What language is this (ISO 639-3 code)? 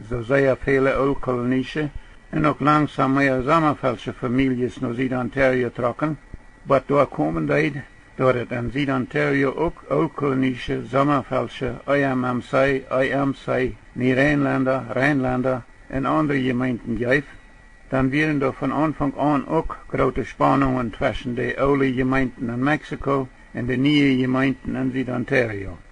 pdt